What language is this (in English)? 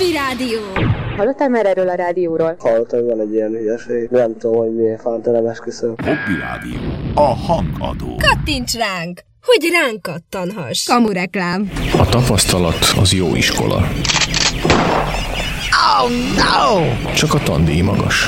Hungarian